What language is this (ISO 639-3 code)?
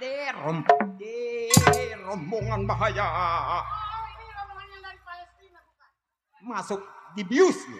bew